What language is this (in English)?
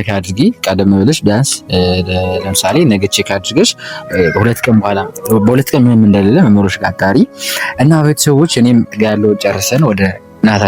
Amharic